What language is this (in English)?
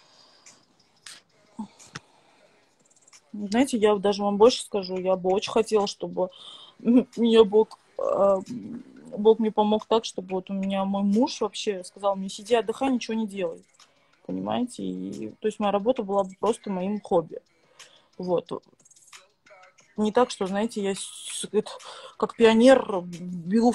Russian